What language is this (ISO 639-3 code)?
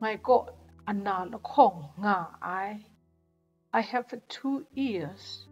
kac